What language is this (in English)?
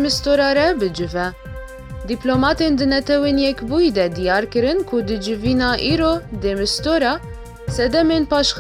Kurdish